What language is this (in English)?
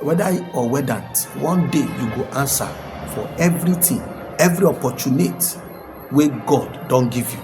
Nigerian Pidgin